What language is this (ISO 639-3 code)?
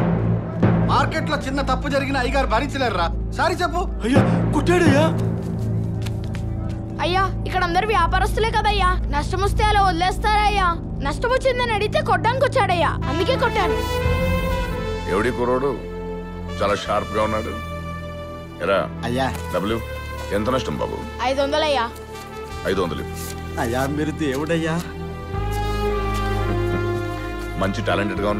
tel